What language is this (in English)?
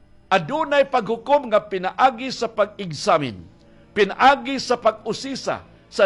Cebuano